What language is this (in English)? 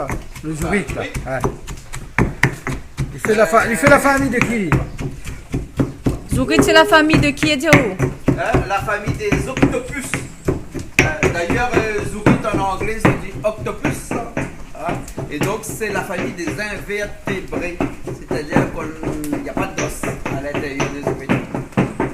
Réunion Creole French